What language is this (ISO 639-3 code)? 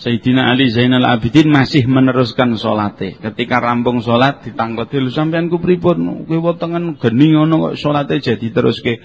jav